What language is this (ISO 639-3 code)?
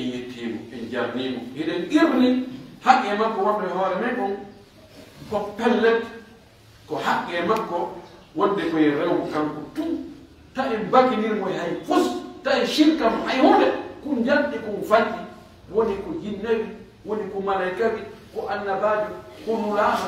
fuf